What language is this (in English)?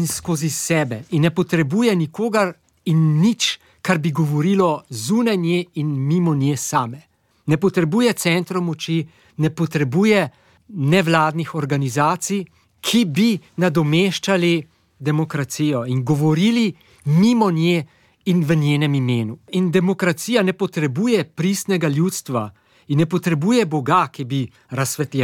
Slovenian